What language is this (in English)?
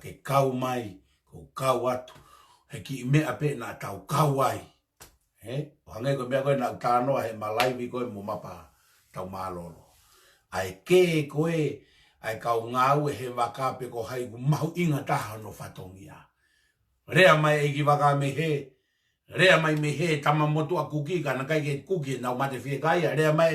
Tongan